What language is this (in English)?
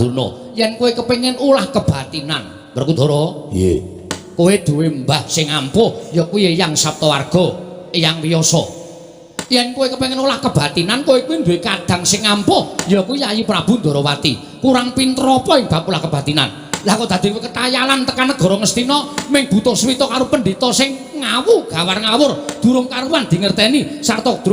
Javanese